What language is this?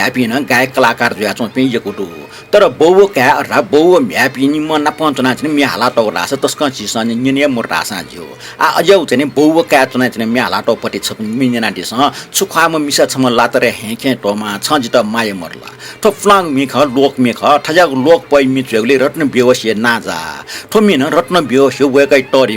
Newari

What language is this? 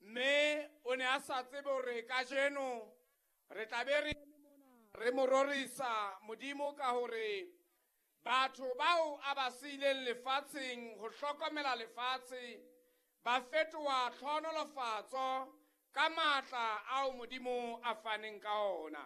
Southern Sotho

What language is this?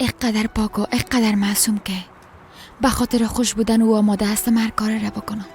Persian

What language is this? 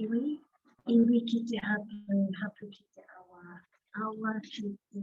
Māori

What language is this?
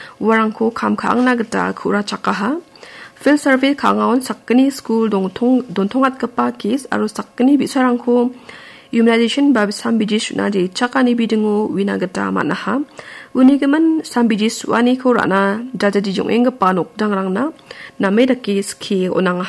Garo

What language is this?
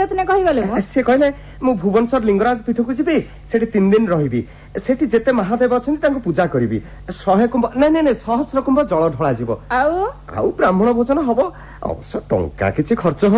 Odia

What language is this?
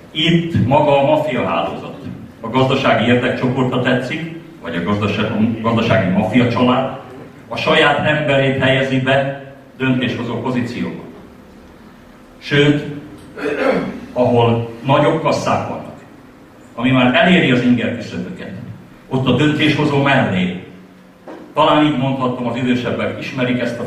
Hungarian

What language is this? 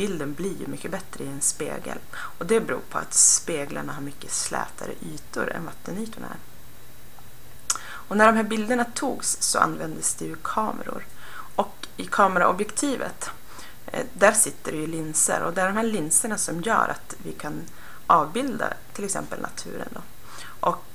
Swedish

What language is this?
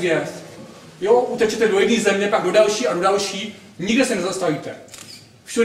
Czech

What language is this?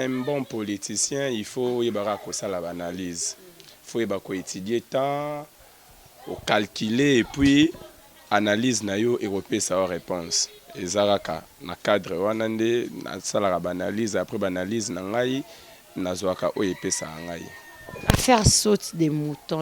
Lingala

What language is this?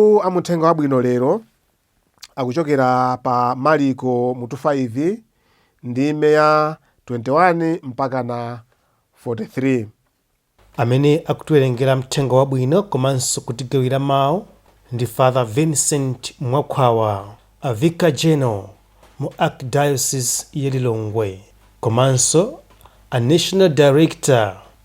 Nyanja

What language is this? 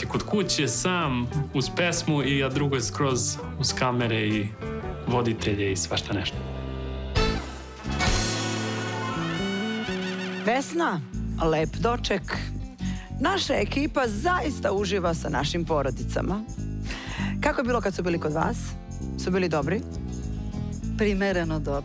Serbian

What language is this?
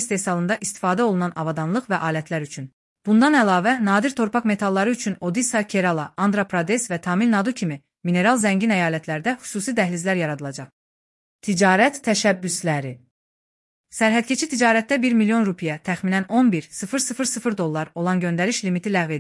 Azerbaijani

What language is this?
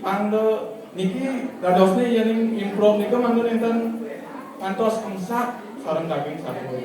Balinese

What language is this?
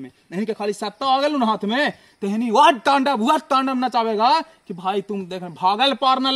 Magahi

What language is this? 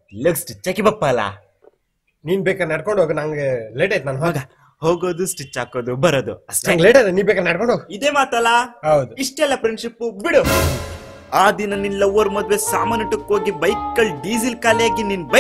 Kannada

